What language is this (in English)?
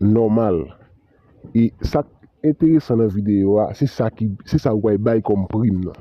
Haitian Creole